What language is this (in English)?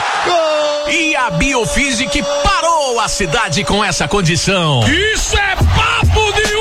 Portuguese